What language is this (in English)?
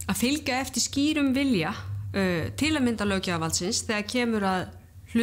Icelandic